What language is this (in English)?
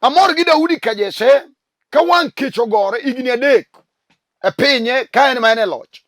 Luo (Kenya and Tanzania)